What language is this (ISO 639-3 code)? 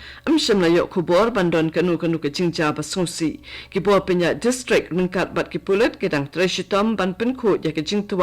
kha